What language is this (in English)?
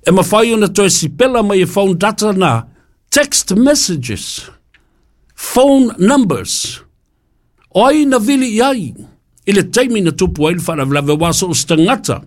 Samoan